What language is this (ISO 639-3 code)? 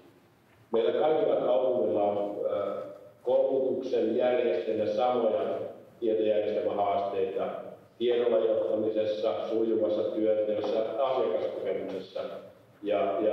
fin